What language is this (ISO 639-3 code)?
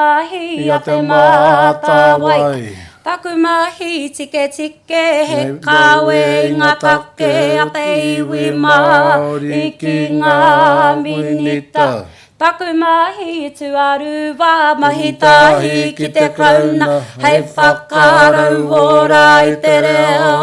mri